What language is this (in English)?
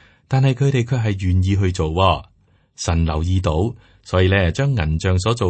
Cantonese